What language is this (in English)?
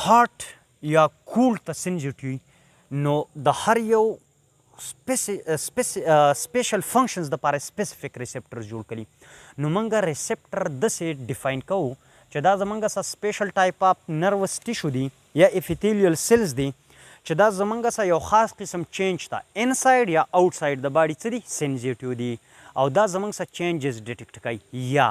Pashto